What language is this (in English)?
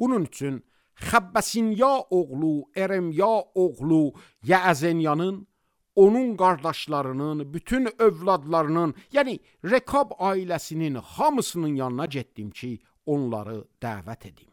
Azerbaijani